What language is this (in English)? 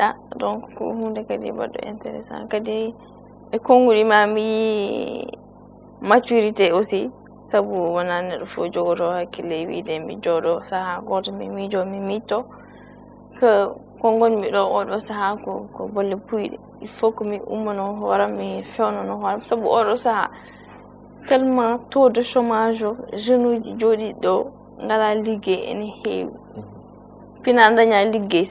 Fula